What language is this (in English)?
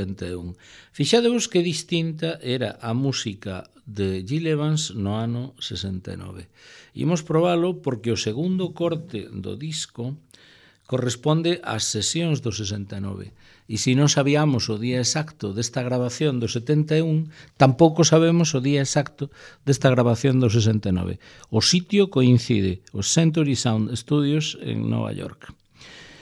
Galician